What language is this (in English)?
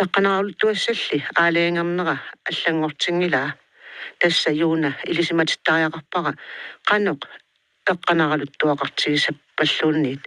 Kalaallisut